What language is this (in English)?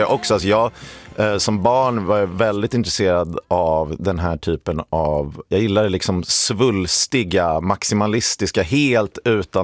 Swedish